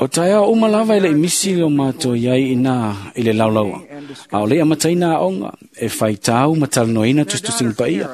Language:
Samoan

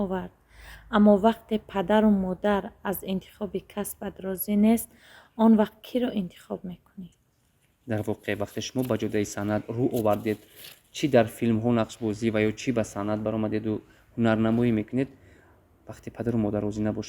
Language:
Tajik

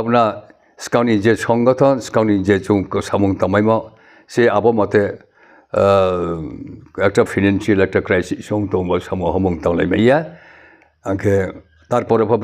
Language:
Riang (India)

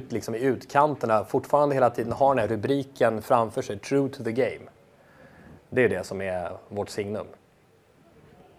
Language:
Swedish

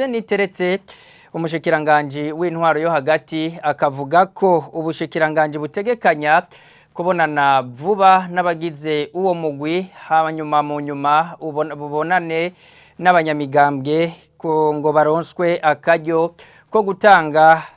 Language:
Rundi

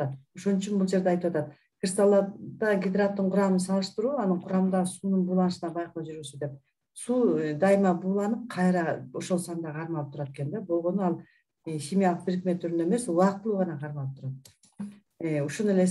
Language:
Kyrgyz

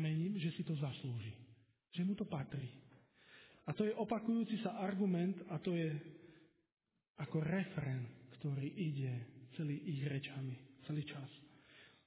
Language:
Slovak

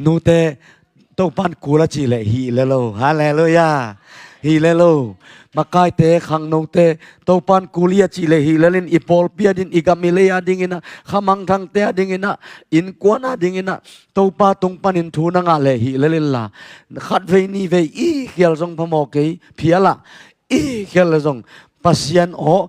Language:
Tedim Chin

